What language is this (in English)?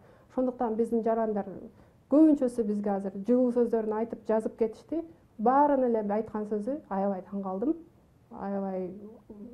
Kyrgyz